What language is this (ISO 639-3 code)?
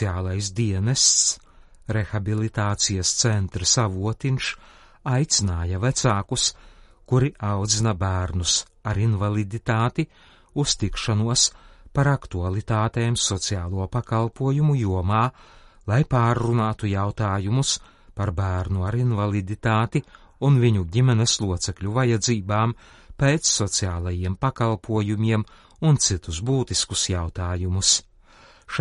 lav